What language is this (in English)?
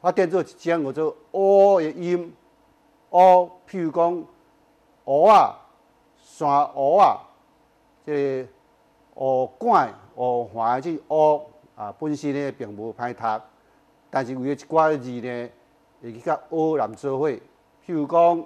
Min Nan Chinese